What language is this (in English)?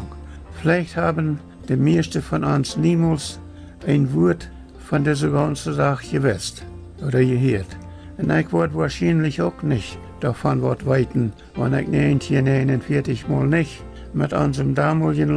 Plautdietsch